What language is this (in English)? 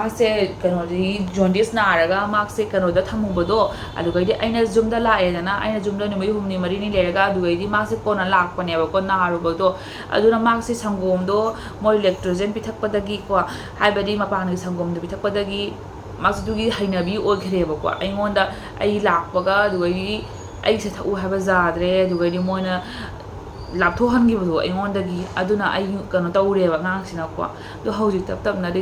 Manipuri